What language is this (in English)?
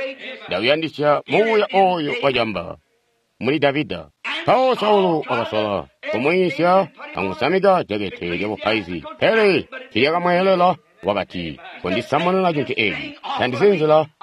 Tonga (Zambia)